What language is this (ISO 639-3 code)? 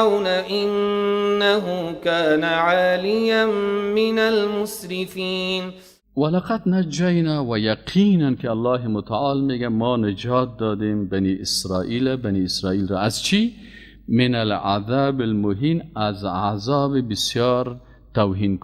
fas